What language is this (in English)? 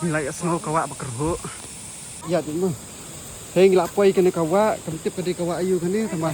Khasi